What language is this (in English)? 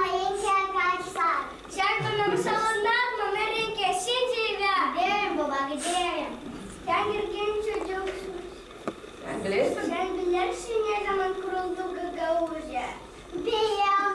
Gagauz